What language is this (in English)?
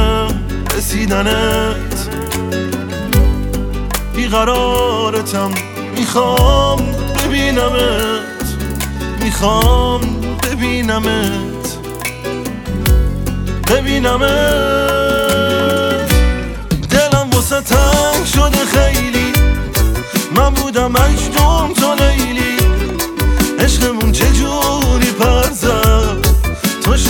Persian